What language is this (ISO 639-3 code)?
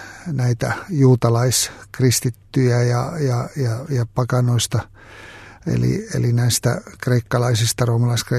fin